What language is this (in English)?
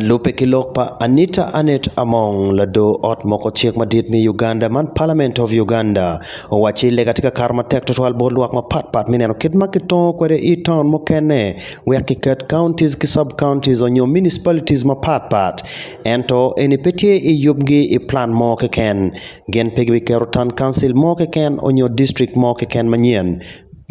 Acoli